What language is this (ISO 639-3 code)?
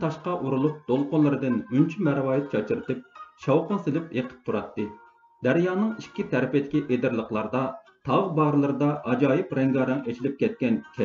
uig